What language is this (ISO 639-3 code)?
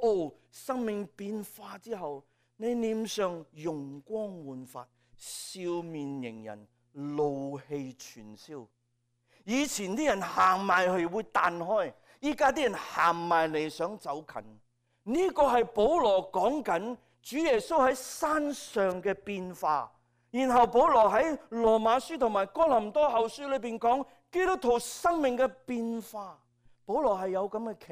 yue